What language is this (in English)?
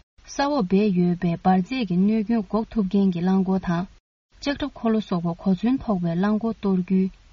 Tibetan